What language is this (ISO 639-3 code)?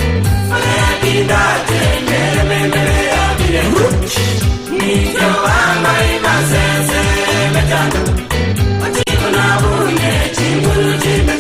guz